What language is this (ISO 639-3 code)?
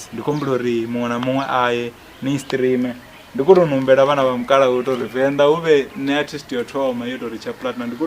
ven